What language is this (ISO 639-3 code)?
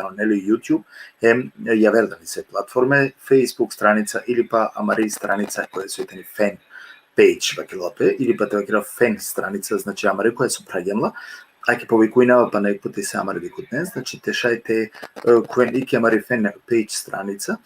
rmn